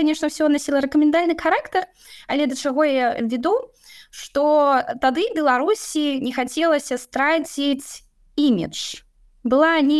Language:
Belarusian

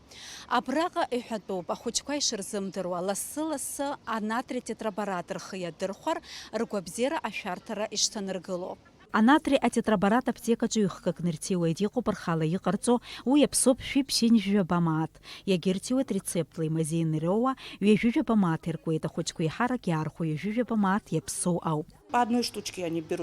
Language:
Abkhazian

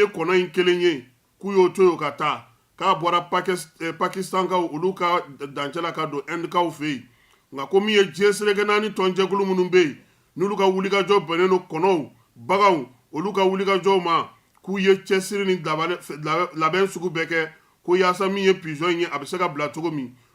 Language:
Bambara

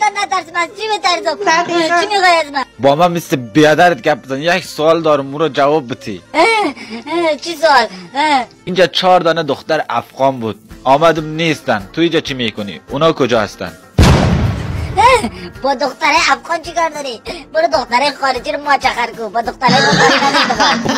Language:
Persian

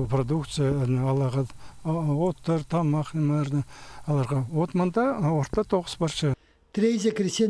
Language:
Khakas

